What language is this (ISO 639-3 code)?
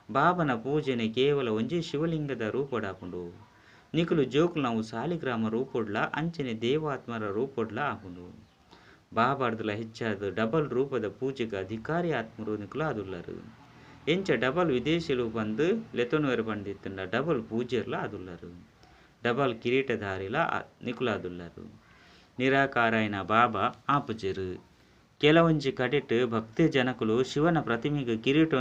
tcy